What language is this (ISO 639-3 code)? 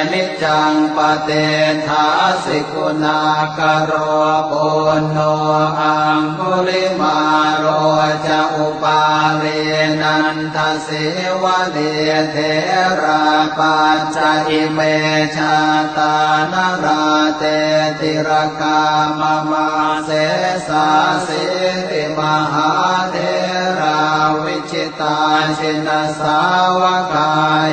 pli